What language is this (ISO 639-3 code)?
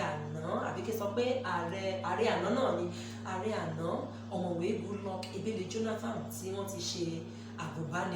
yor